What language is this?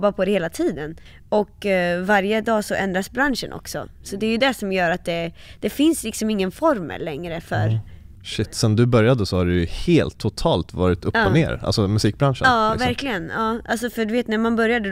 Swedish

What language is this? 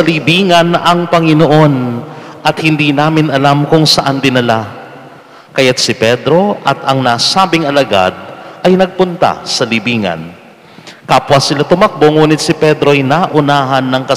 Filipino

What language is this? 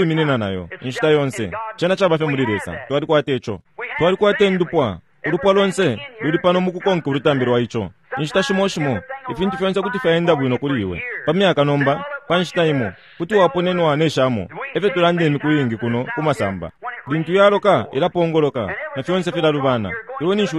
Bemba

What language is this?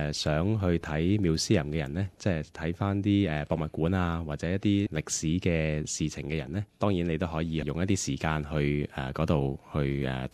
Cantonese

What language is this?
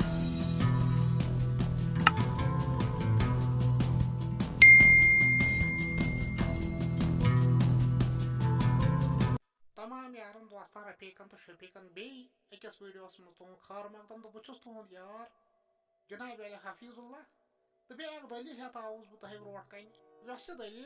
Kashmiri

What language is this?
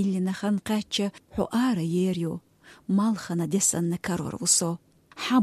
Chechen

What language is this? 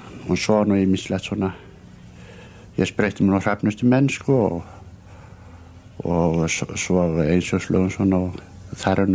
Icelandic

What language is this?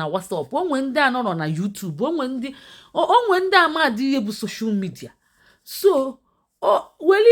Igbo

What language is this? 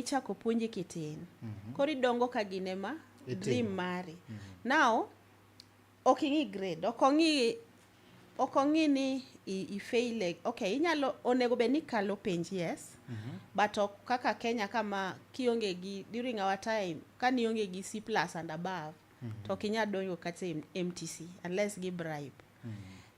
Luo (Kenya and Tanzania)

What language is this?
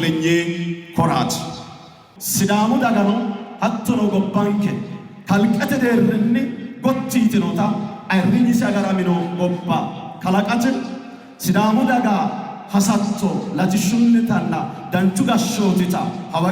Sidamo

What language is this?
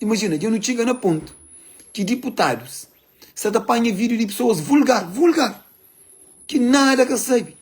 Kabuverdianu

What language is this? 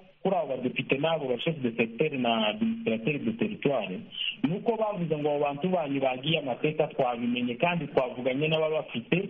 Kinyarwanda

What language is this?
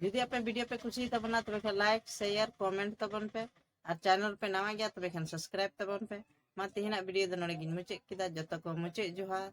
Santali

